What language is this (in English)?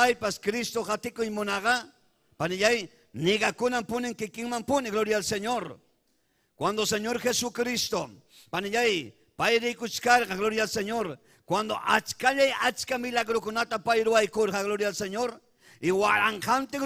Ayacucho Quechua